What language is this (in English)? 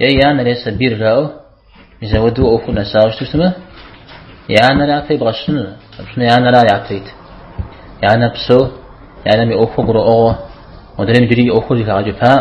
Kabardian